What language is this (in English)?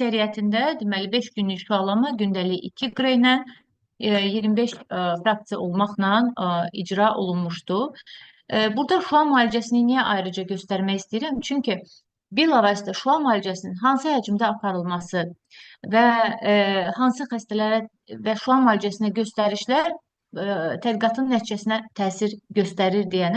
Azerbaijani